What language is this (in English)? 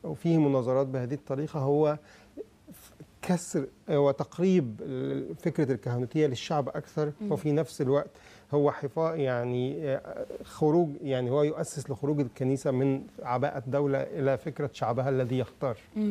Egyptian Arabic